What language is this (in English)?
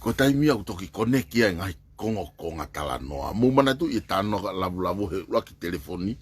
Tongan